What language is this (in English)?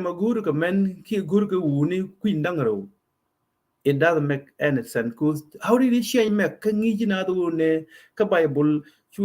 Nuer